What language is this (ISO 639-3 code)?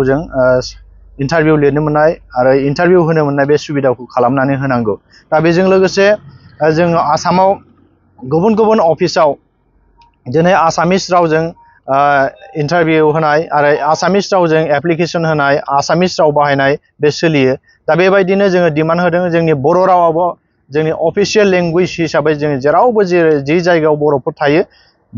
brx